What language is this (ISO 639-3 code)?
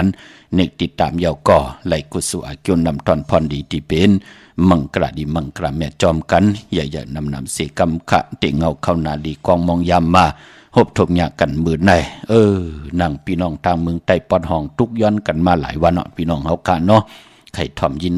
shn